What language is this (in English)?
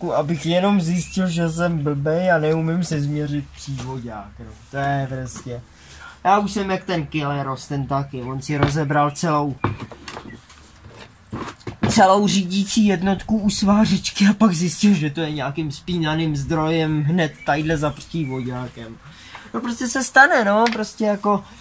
Czech